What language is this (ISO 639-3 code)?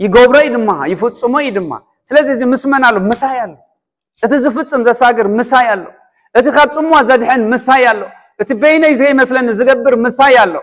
tir